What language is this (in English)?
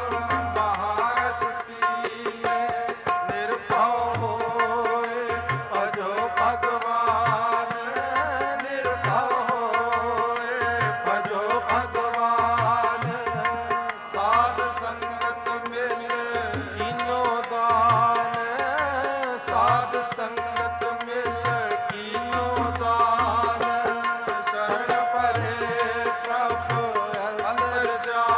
Punjabi